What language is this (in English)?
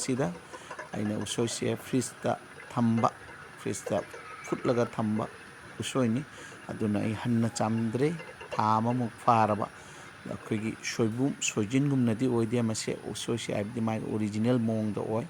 Manipuri